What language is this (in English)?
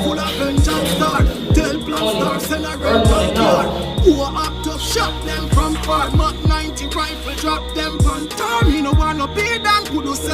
Jamaican Creole English